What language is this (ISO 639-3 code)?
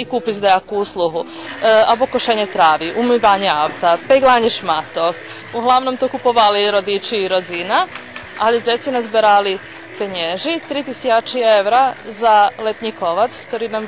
rue